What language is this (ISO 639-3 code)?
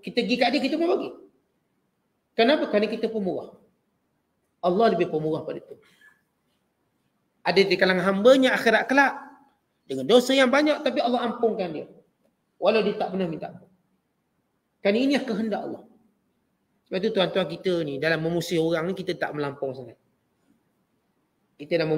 msa